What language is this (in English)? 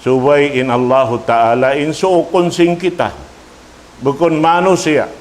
Tausug